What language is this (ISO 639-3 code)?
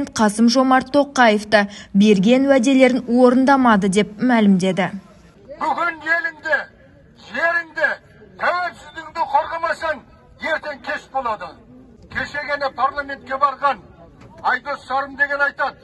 kaz